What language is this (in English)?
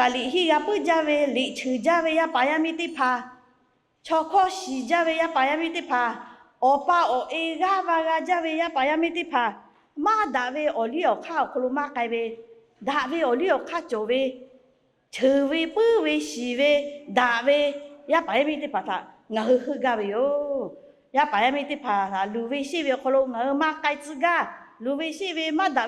Lahu